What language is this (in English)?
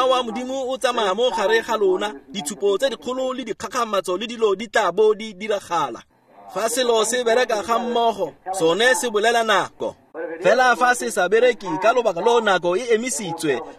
Tswana